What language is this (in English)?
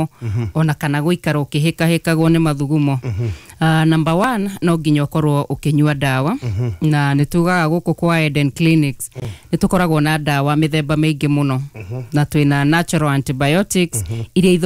Kikuyu